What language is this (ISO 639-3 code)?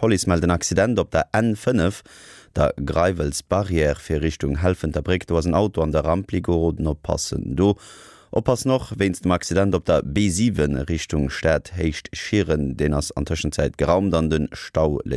ltz